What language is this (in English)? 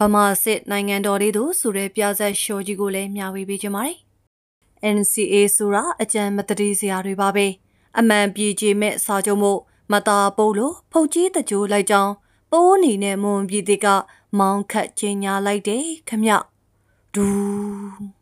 Burmese